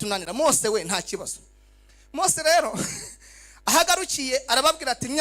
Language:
Kinyarwanda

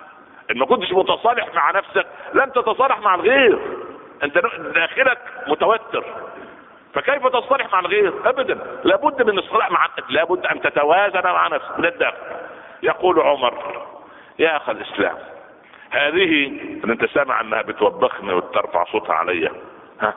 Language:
Arabic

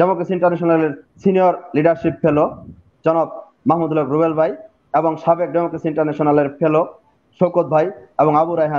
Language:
Bangla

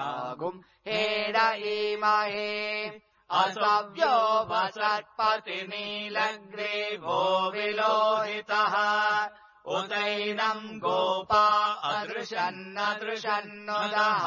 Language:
Sanskrit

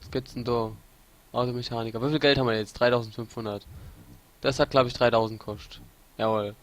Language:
Palatine German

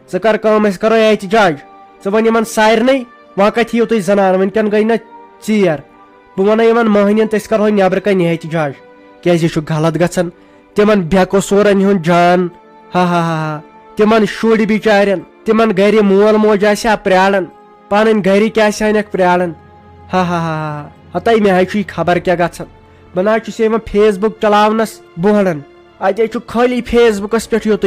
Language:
Kashmiri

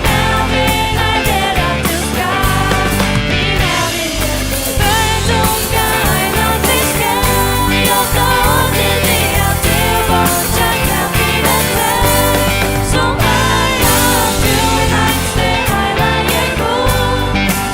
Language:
Faroese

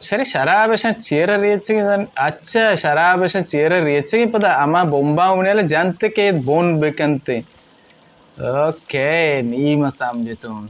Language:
Baluchi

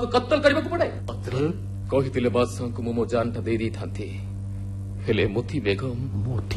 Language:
Odia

